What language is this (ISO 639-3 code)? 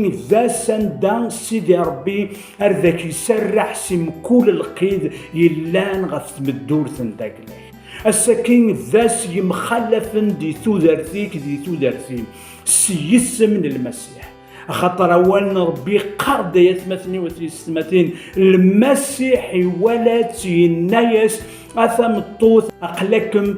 kab